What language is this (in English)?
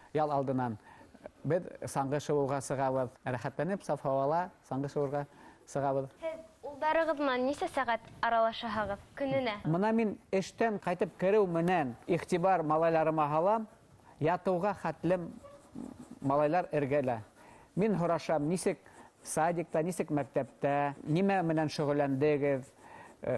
Bashkir